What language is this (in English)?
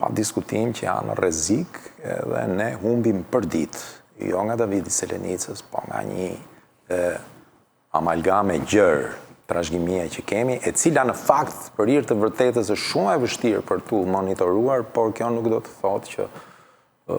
Albanian